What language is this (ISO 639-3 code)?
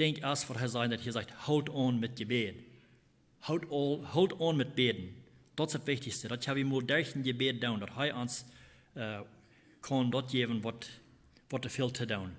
pdt